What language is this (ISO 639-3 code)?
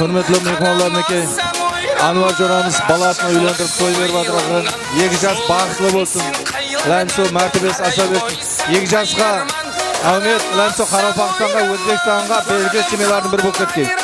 kaa